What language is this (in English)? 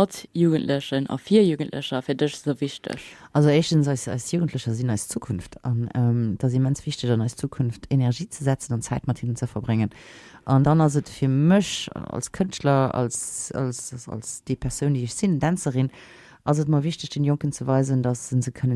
Luxembourgish